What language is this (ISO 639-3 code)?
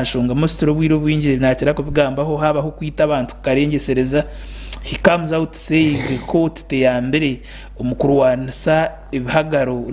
nyn